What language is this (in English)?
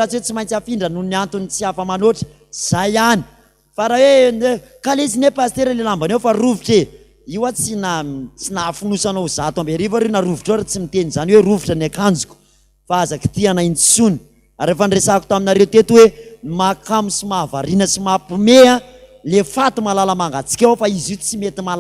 Malagasy